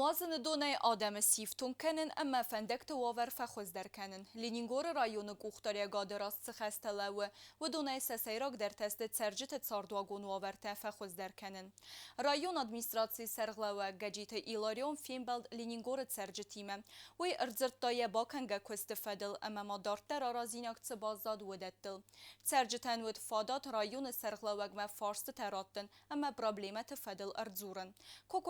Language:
Ossetic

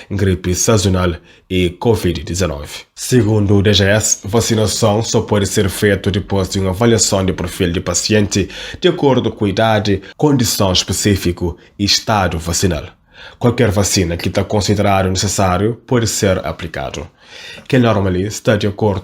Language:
Kabuverdianu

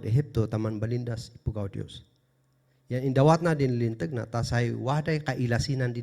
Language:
Kankanaey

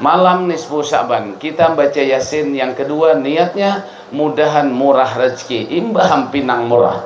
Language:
Banjar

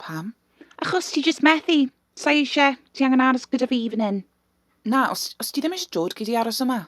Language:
Welsh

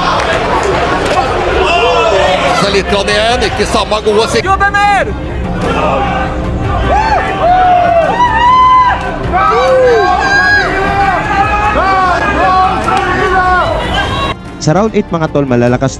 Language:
Norwegian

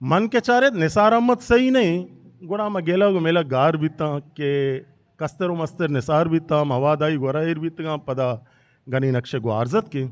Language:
Eastern Balochi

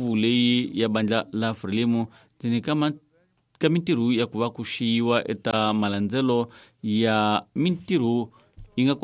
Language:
Tsonga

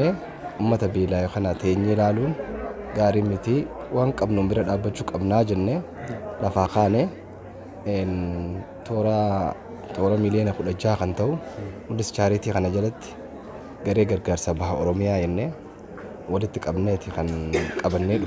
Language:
Oromo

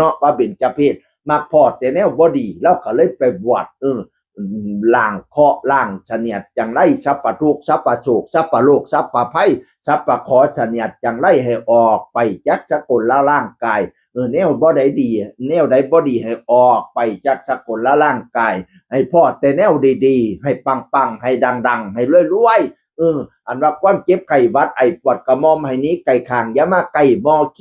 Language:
Northeastern Thai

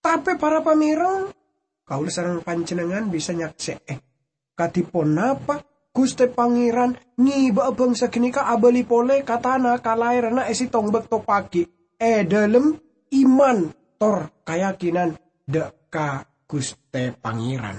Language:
Madurese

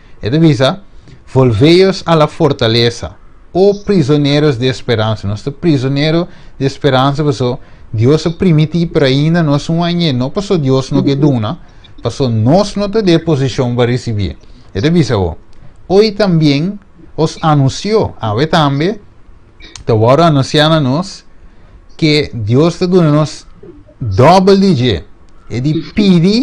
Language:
Papiamento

